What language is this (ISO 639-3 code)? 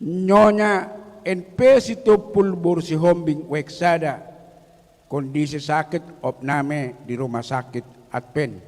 bbc